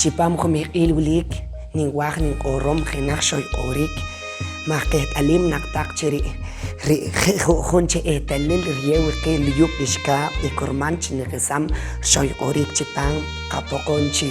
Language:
Poqomchi'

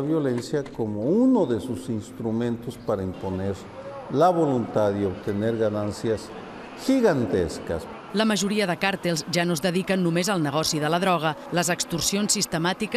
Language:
Catalan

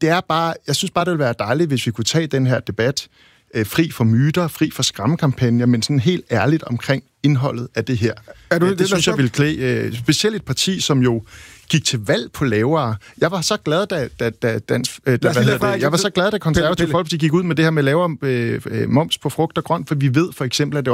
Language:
Danish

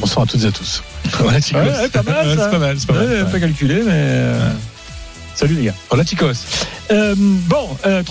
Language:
French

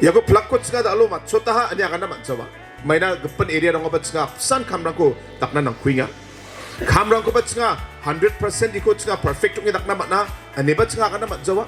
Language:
Garo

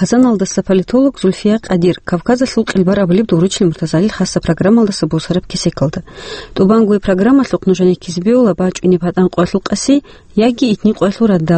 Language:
Avaric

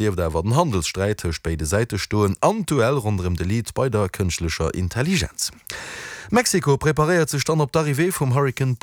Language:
Luxembourgish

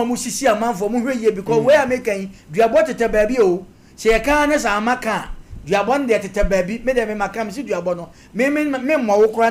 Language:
Akan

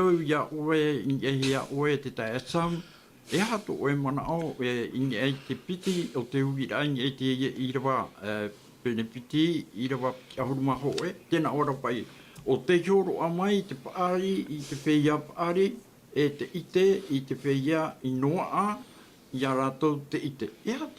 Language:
Tahitian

